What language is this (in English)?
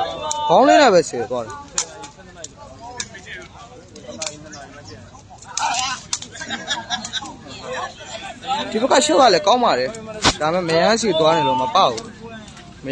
Burmese